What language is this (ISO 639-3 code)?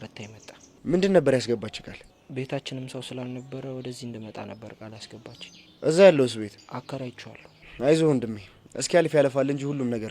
amh